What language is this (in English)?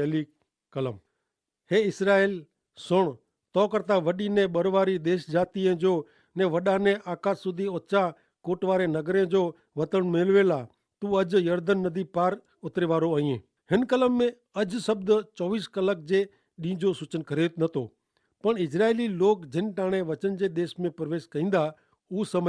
Kachhi